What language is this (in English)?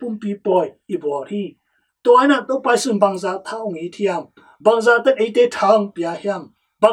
Tedim Chin